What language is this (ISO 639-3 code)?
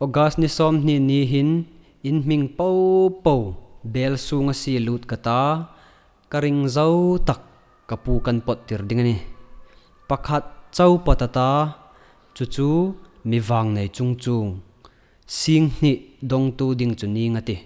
hmr